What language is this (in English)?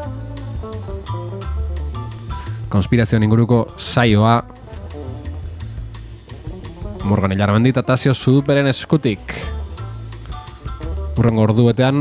Basque